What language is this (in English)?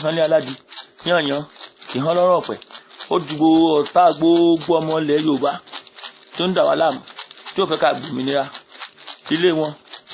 Yoruba